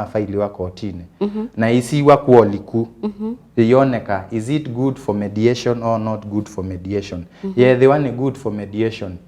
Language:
Kamba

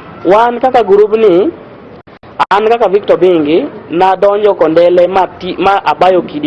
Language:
Luo (Kenya and Tanzania)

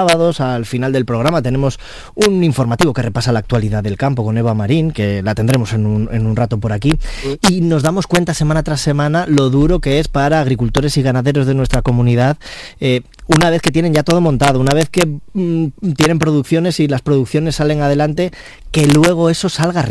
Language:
Spanish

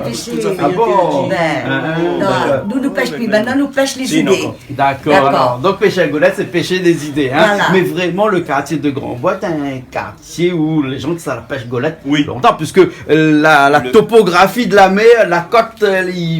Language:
Réunion Creole French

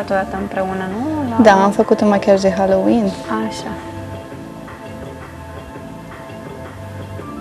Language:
Romanian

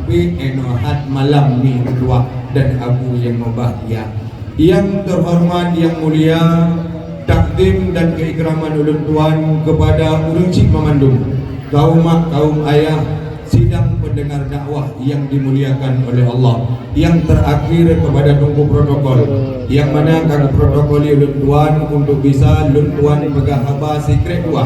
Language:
Achinese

